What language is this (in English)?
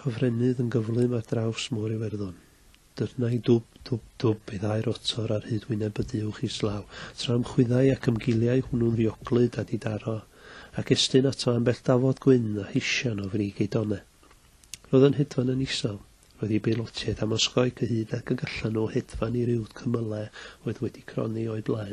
Welsh